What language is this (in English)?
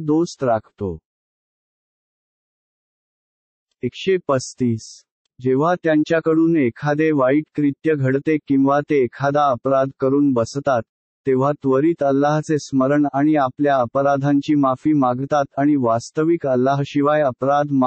Marathi